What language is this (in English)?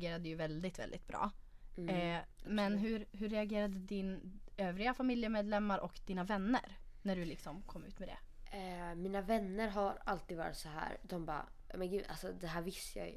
Swedish